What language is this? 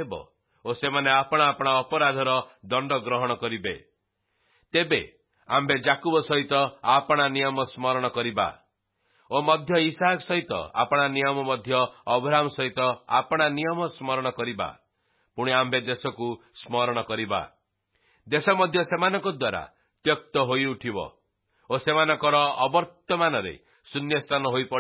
Odia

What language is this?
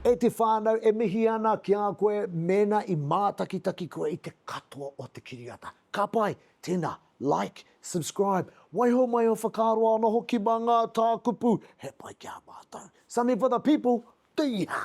Māori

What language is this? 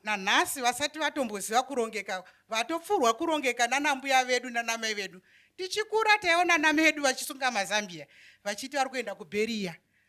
Shona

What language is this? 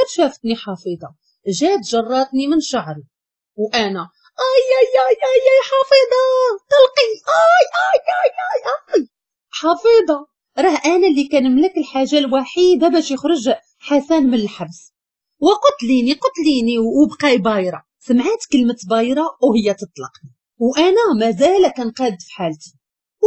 Moroccan Arabic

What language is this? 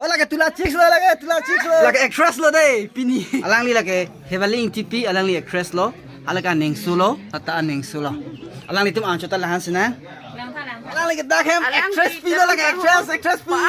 Karbi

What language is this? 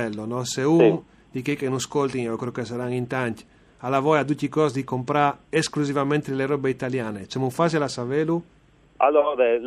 Friulian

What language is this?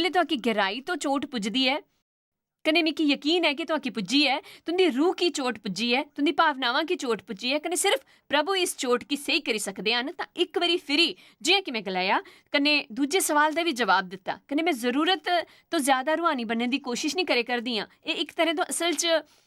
Dogri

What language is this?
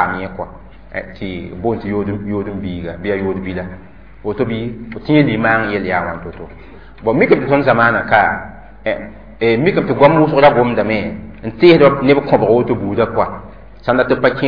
Mossi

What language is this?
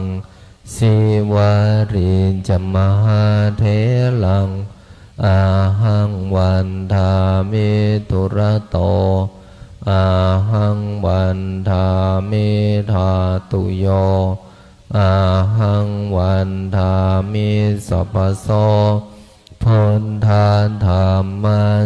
Pali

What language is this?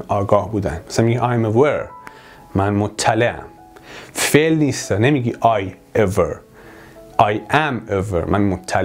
Persian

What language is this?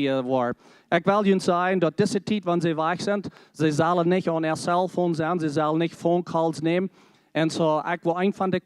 Plautdietsch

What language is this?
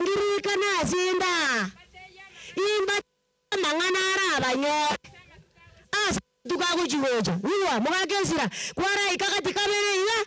Gusii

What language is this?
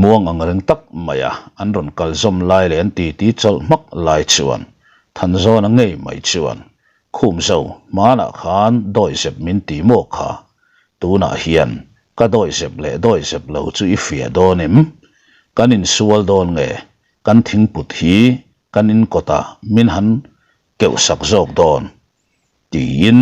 Mizo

